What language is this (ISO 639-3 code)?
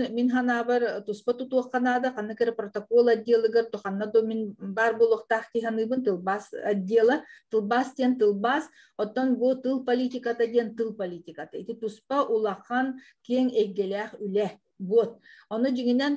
sah